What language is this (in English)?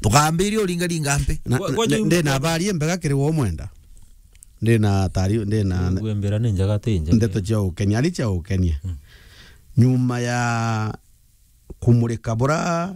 Meru